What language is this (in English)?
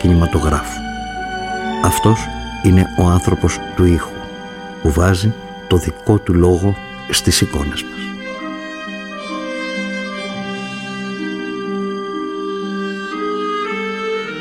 Greek